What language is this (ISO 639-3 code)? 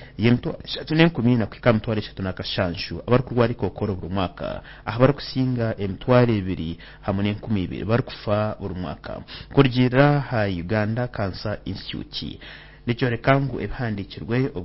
nyn